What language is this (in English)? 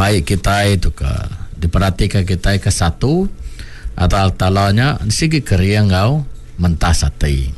Iban